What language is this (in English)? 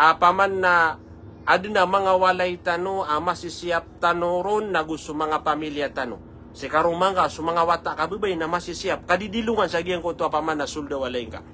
Maranao